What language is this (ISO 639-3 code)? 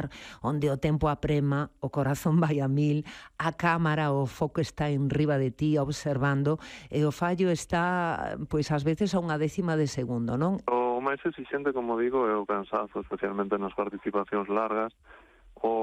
glg